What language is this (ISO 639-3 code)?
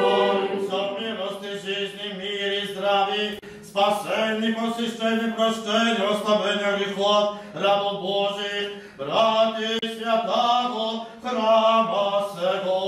rue